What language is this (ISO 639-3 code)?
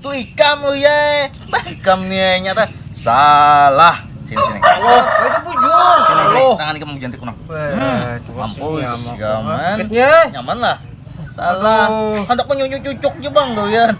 bjn